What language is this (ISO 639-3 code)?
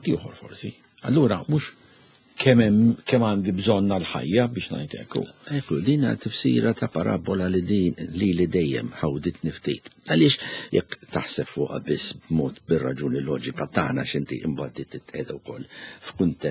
mlt